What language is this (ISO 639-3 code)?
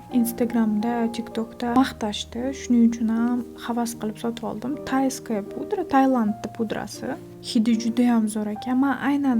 uzb